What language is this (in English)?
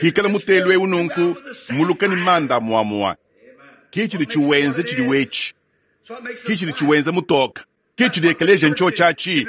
Luba-Lulua